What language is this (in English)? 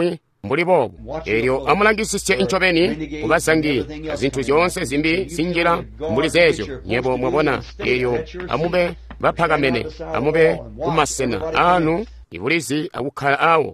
Tonga (Zambia)